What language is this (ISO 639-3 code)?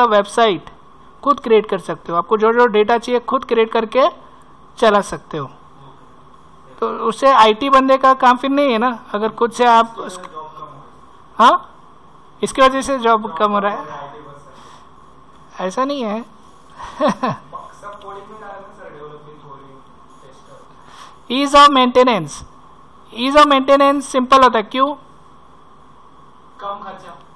hin